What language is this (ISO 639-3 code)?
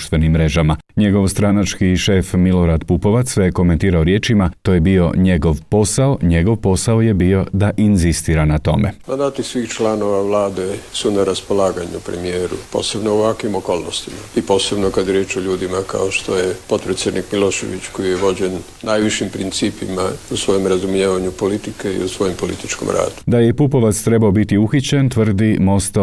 hrv